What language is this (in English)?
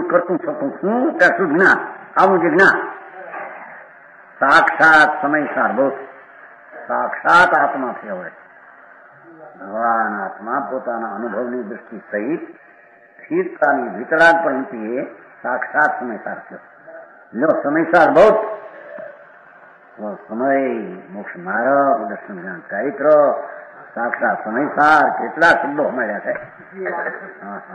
Gujarati